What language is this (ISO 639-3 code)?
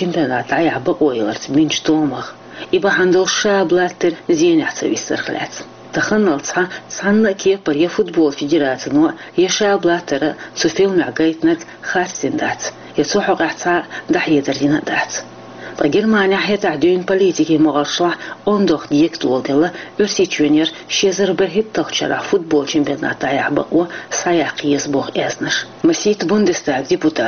che